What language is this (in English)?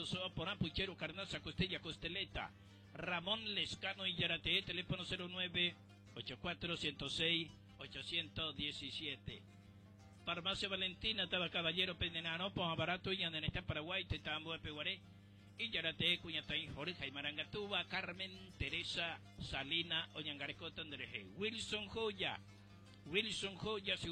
Guarani